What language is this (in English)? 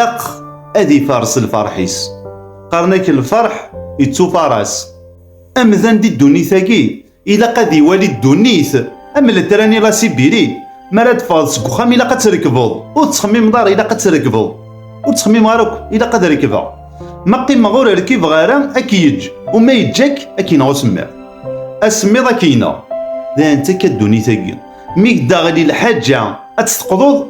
Kabyle